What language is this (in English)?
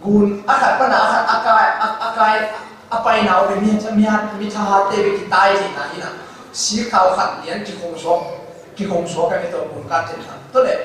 Tedim Chin